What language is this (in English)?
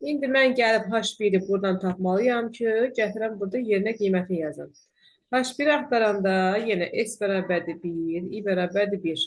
Azerbaijani